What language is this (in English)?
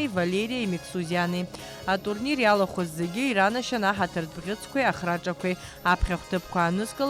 Abkhazian